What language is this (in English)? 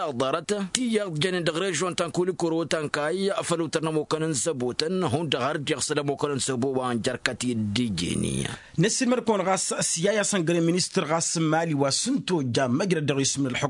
Tamasheq